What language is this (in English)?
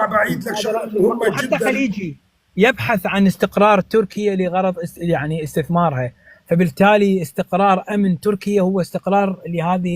North Levantine Arabic